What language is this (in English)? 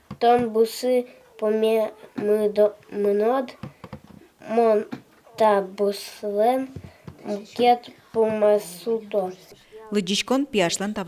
Udmurt